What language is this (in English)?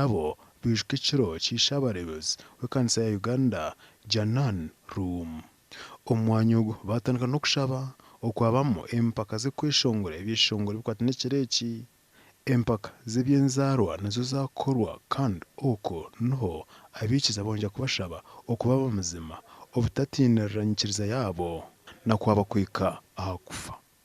Nyankole